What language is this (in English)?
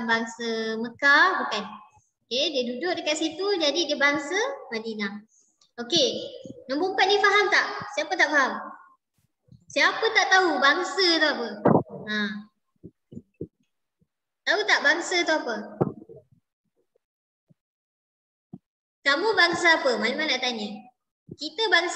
Malay